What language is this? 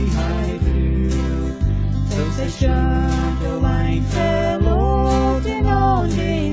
Plautdietsch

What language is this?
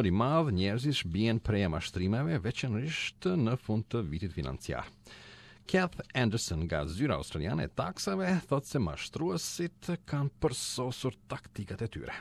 Albanian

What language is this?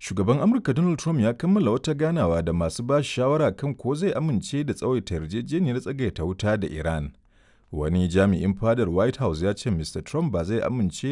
Hausa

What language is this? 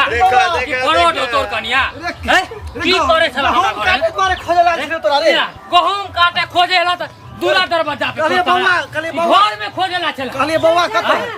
Maithili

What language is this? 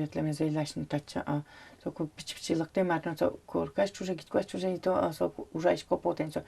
Udmurt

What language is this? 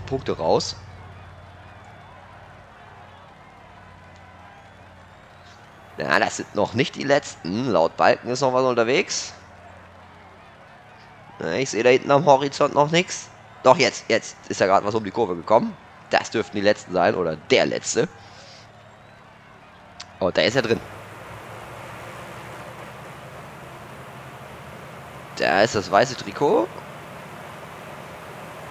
German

